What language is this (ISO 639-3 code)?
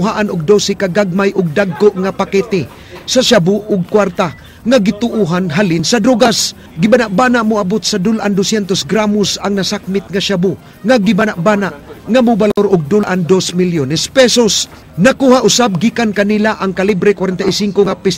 ceb